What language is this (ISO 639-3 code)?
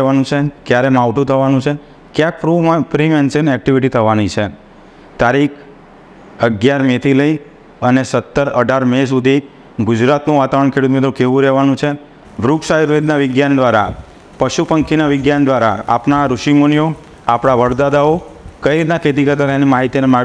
guj